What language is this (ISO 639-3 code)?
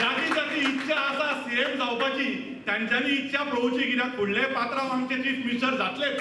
kok